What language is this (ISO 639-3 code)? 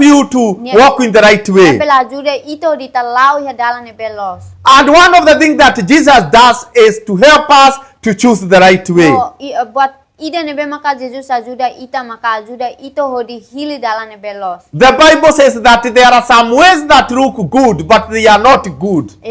tet